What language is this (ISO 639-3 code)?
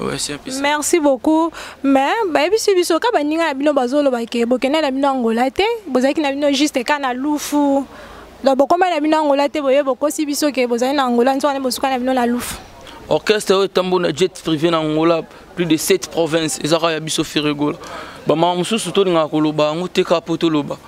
lin